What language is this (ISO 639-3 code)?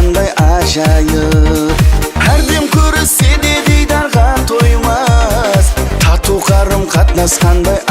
kaa